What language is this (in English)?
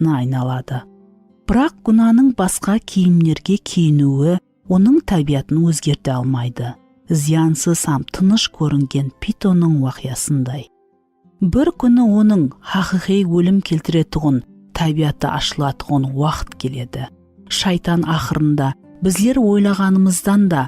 Kara-Kalpak